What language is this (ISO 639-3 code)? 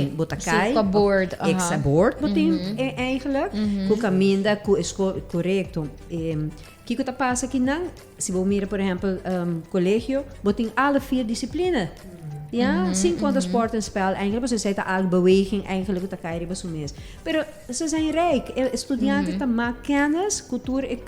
pap